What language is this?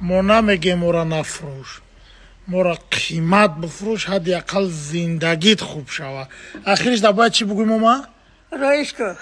Tajik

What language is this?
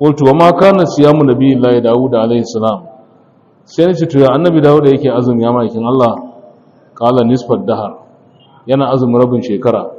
Hausa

